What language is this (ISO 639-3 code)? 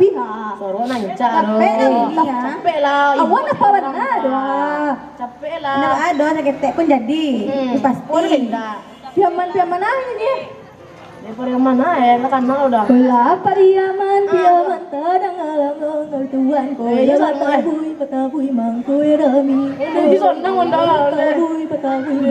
min